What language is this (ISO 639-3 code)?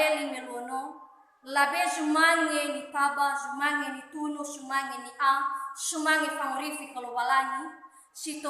nia